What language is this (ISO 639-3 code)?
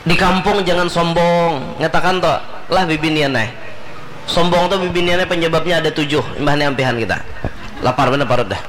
bjn